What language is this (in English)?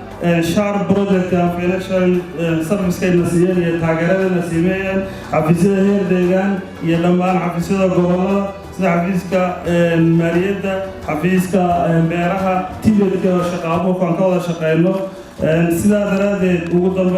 Somali